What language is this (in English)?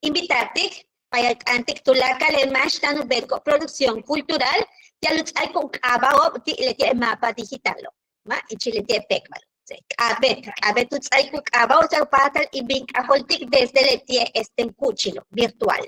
Yucateco